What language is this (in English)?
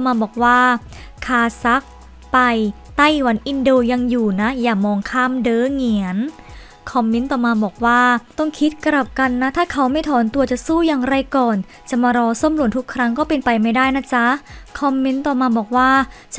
Thai